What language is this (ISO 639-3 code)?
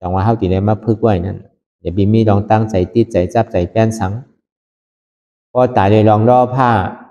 shn